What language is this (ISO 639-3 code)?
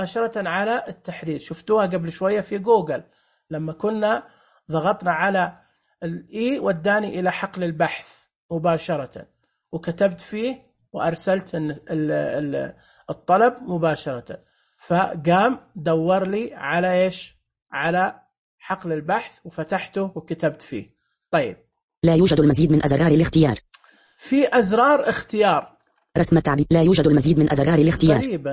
ars